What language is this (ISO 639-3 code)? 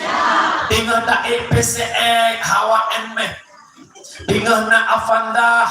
ace